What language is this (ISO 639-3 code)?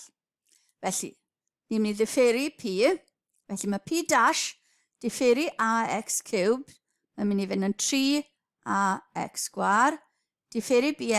cym